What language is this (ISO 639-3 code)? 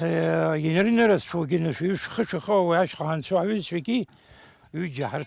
abk